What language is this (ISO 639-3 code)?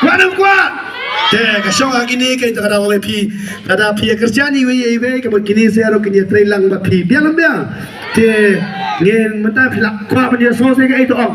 kha